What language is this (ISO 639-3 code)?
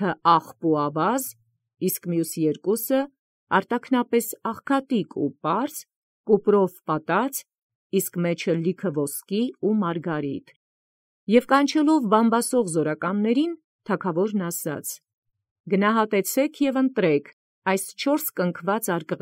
hye